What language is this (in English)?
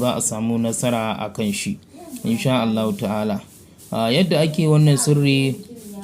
Hausa